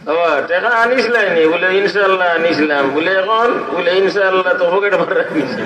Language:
Sylheti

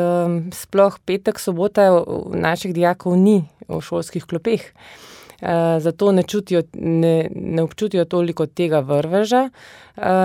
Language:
Slovenian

